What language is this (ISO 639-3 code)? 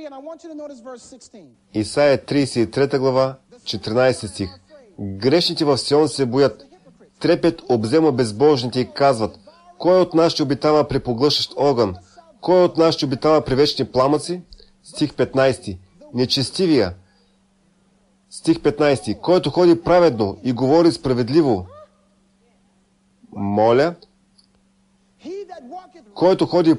bul